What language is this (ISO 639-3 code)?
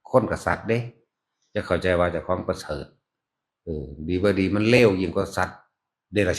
tts